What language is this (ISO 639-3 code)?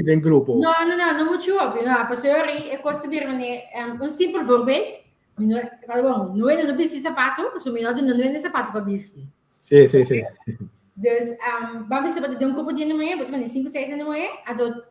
pap